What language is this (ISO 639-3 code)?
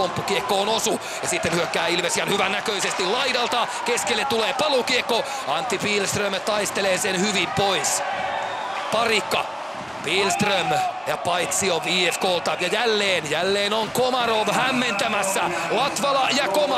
fin